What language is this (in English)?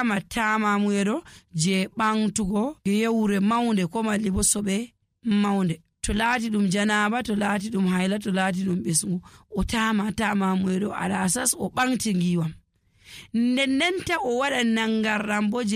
Nigerian Fulfulde